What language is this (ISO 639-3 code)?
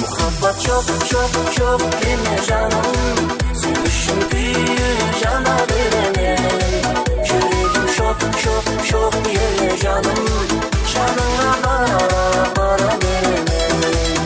kaa